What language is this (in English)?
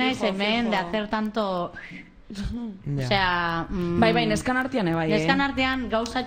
Basque